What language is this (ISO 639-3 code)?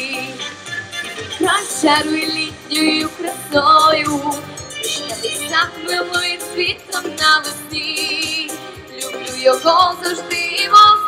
ukr